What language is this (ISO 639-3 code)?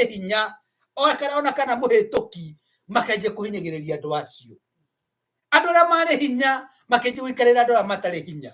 kik